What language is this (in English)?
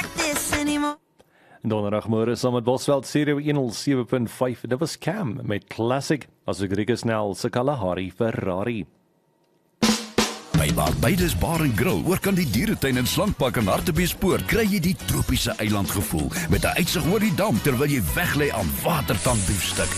Afrikaans